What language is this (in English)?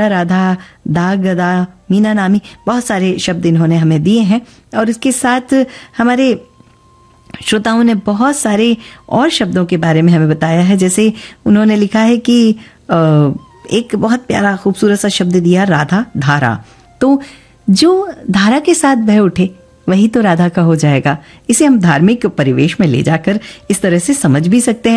Hindi